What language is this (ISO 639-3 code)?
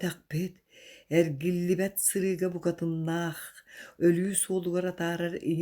sah